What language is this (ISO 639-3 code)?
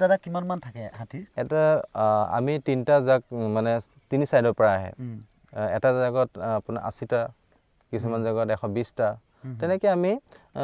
asm